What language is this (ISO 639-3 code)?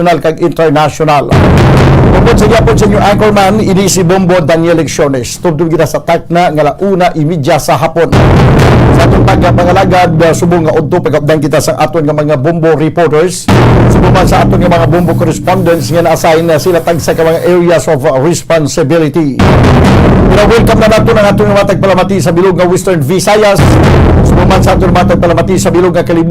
hil